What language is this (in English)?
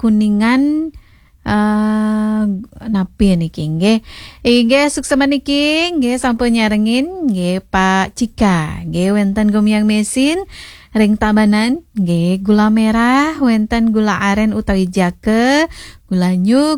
Balinese